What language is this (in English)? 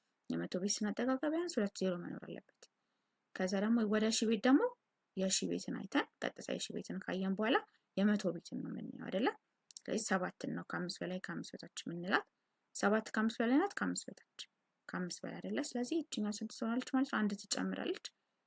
Amharic